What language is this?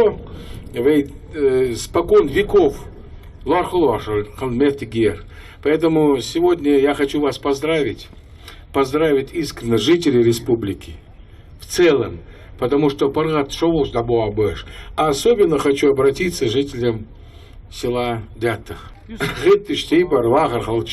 Ingush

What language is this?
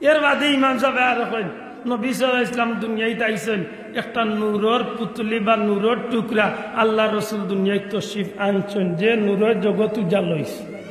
Sylheti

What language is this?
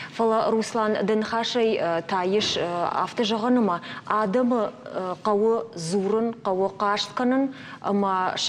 Ossetic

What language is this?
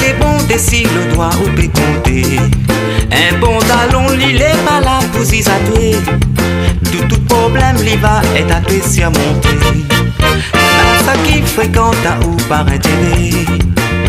Réunion Creole French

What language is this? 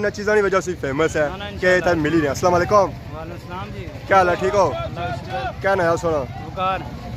Pahari-Potwari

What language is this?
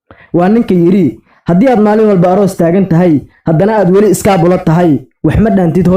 Somali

